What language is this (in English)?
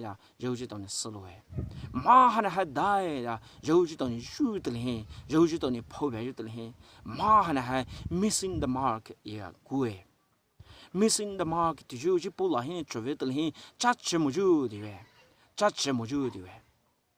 Poumei Naga